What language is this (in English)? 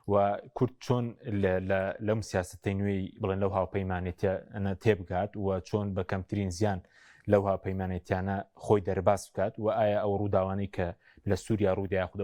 Central Kurdish